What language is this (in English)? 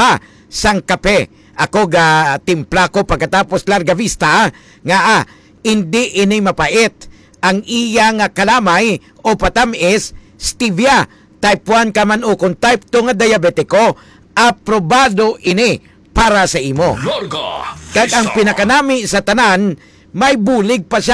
Hiligaynon